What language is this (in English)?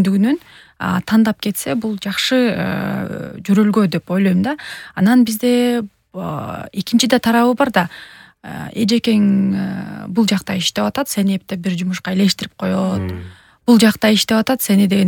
Kyrgyz